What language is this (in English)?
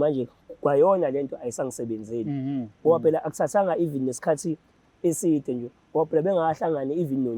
Zulu